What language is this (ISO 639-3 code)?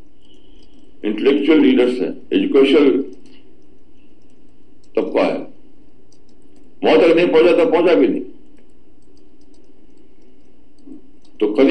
urd